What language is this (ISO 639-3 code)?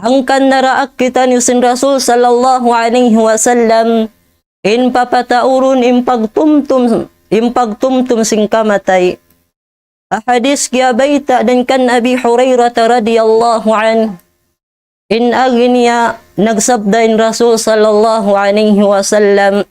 tsg